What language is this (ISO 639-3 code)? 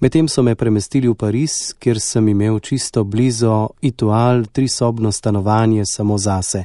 slv